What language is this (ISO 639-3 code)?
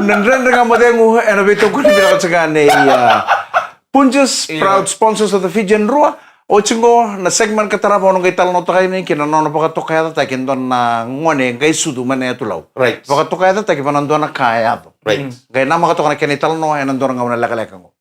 fij